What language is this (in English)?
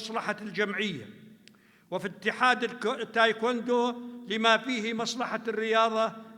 North Levantine Arabic